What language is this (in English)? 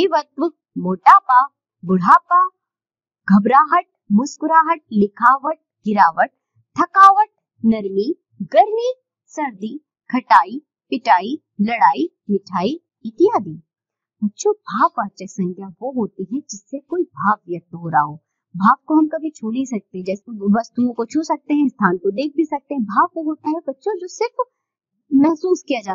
Hindi